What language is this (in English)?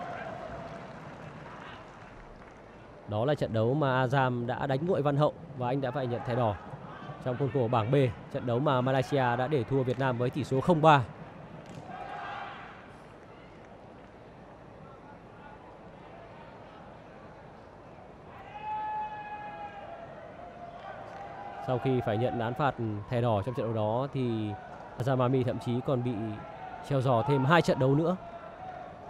Vietnamese